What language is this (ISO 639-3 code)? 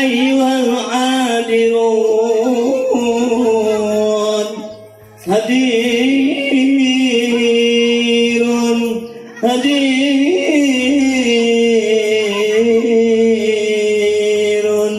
bew